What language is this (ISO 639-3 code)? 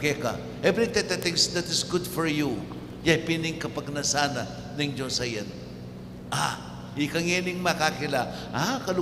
pam